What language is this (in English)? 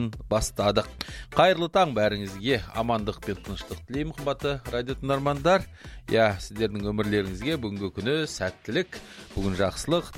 Kazakh